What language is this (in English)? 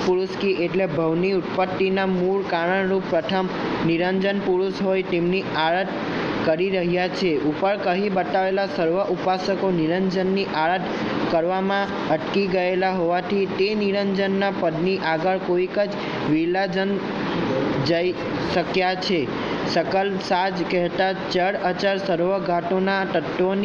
Gujarati